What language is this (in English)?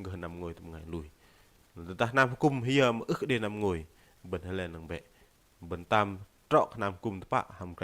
Bahnar